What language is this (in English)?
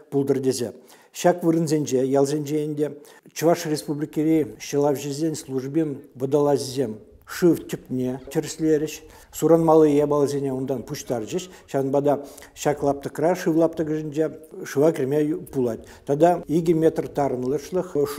Chuvash